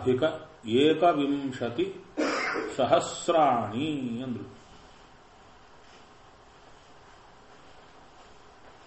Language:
Kannada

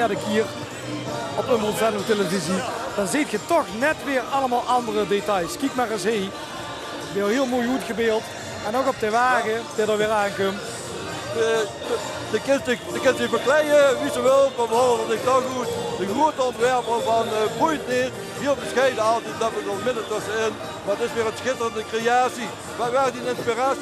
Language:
Limburgish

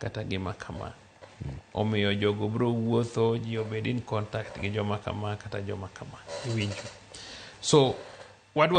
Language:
Luo (Kenya and Tanzania)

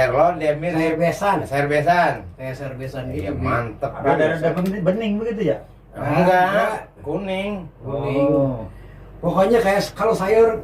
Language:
Betawi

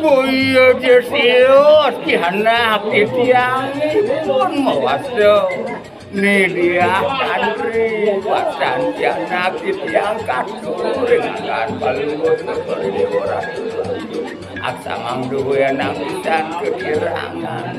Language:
Balinese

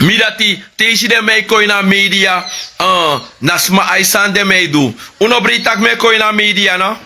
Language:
Sranan Tongo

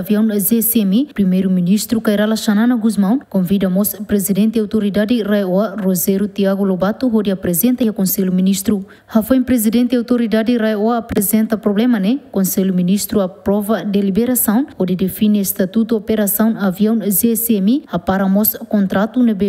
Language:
Tetum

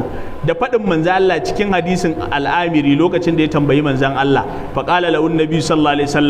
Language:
Hausa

